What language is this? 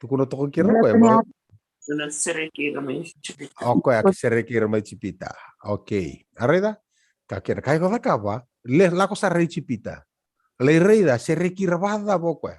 Fijian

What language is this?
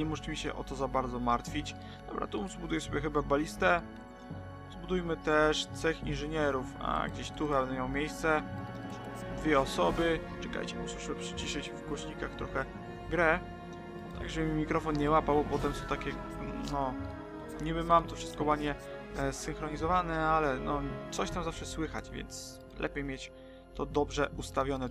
Polish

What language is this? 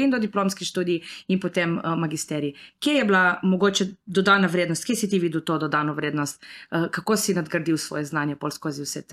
Slovenian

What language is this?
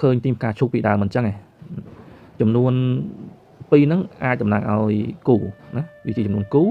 Khmer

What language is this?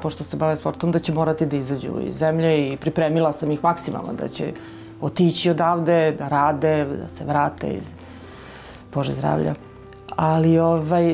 Serbian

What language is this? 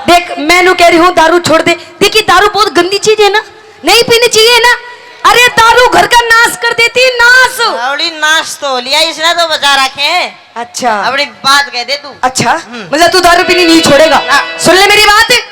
Haryanvi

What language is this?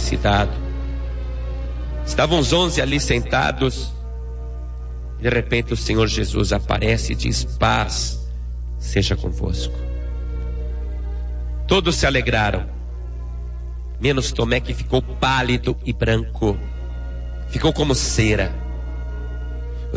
Portuguese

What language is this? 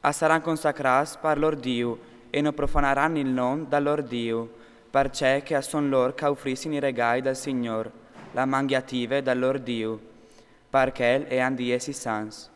Friulian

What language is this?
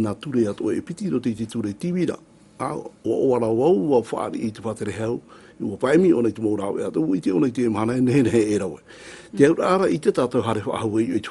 Tahitian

